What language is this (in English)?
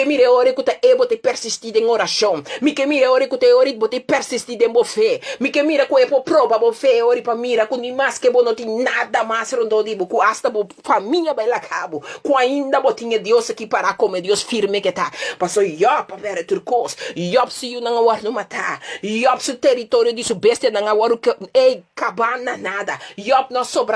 Papiamento